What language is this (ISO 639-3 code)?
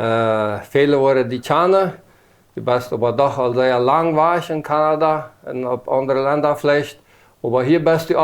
pdt